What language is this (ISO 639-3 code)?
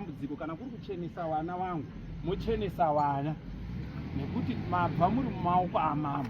sna